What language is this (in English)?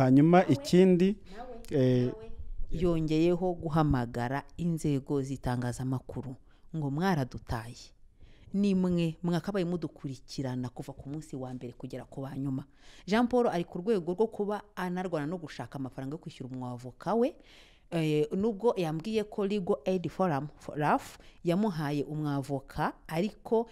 Kinyarwanda